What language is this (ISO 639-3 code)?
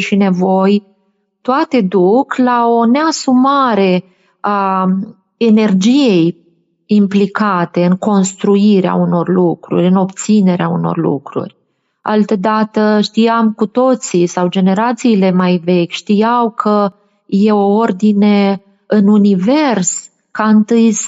ron